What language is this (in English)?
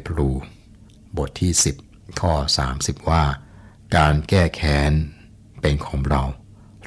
Thai